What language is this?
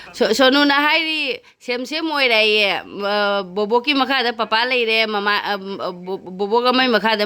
Manipuri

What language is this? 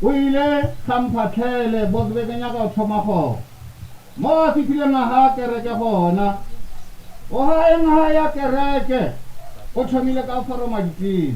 Northern Sotho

